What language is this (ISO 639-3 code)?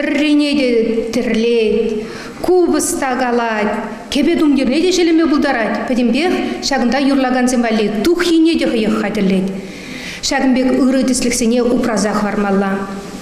chv